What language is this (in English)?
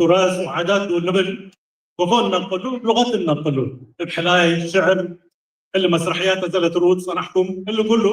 Tigre